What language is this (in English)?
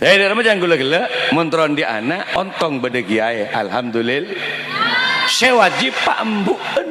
Madurese